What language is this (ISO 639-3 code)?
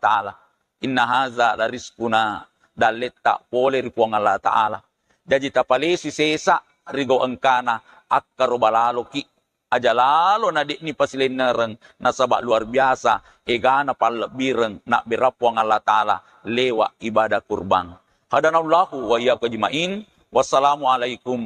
bug